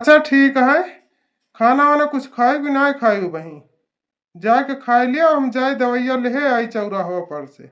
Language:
Awadhi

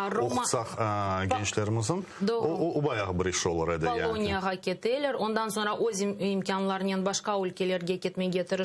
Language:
Crimean Tatar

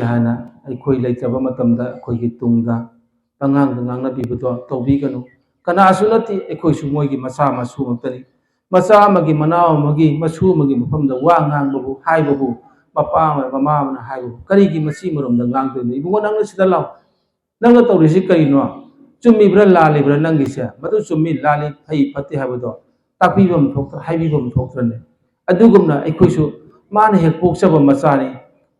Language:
Manipuri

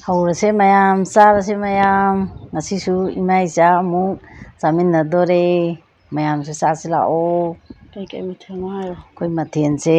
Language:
Manipuri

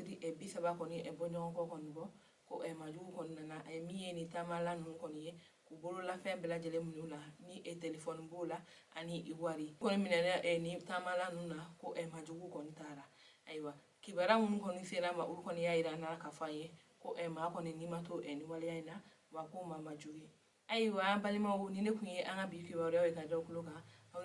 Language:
Bambara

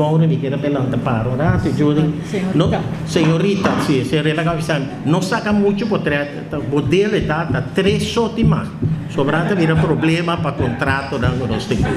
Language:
Papiamento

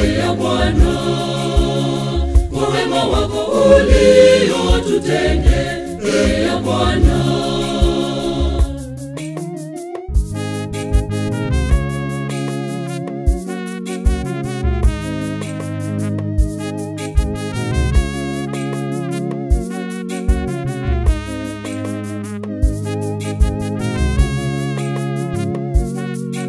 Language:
Swahili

